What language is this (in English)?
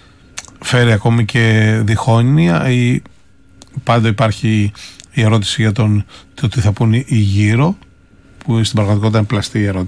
Greek